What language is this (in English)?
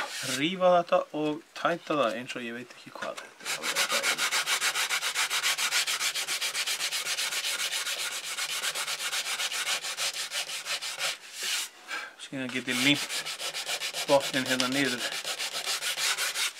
Icelandic